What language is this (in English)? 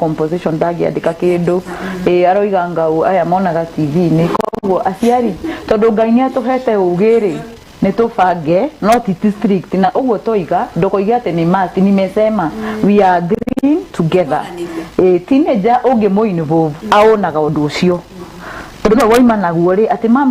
Kikuyu